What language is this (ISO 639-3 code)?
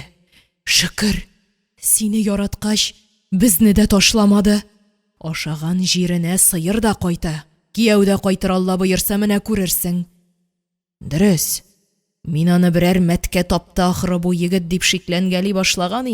tat